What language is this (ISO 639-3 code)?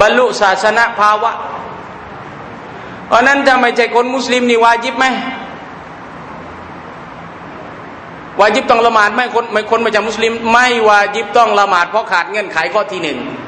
tha